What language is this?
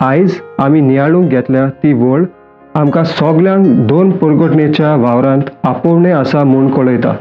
Konkani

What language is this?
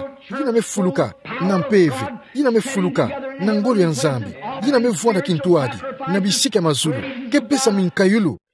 Kituba (Democratic Republic of Congo)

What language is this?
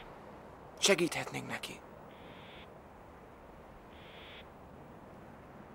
Hungarian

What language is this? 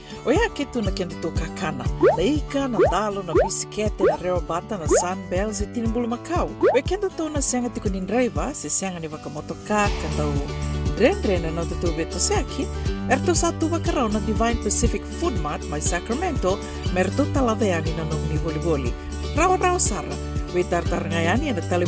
Fijian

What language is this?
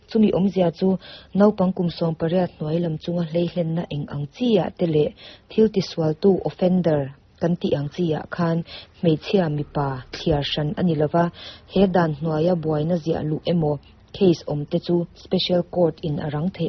Mizo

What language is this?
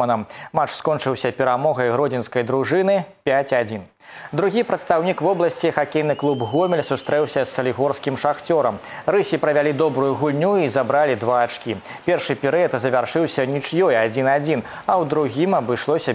Belarusian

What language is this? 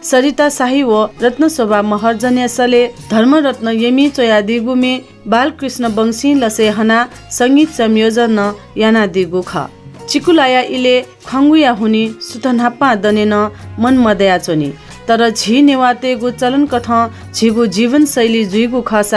Newari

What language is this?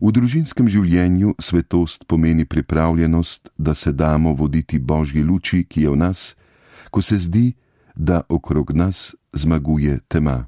Slovenian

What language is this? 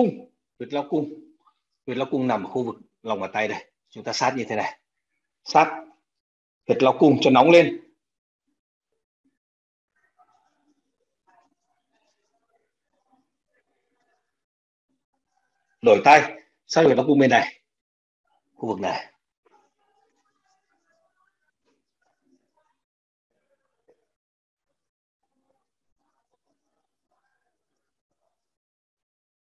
Vietnamese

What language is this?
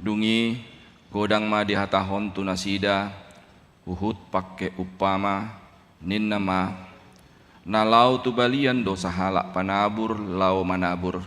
Batak Toba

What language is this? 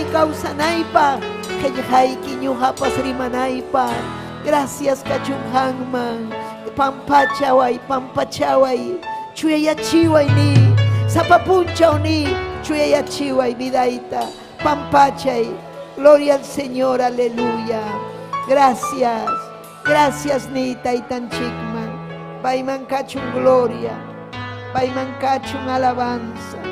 Ayacucho Quechua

